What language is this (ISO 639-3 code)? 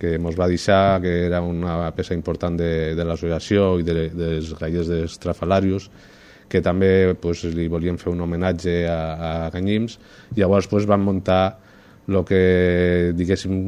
cat